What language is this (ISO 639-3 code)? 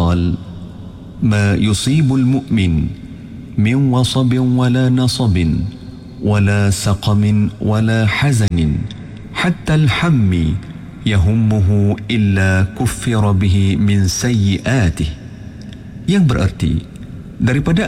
msa